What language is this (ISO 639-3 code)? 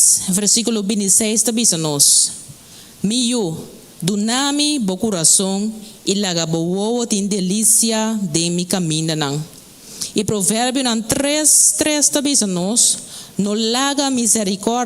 pap